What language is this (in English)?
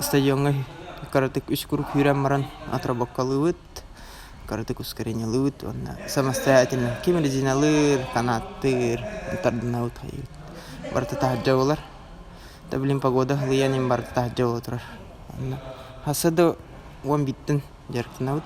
Yakut